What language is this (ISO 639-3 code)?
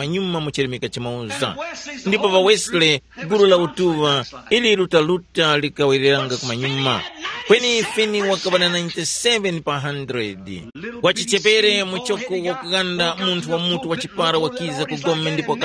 tum